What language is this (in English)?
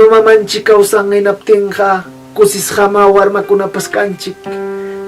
Ayacucho Quechua